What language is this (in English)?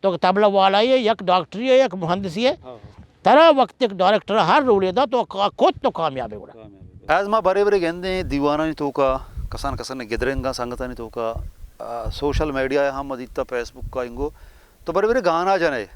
Baluchi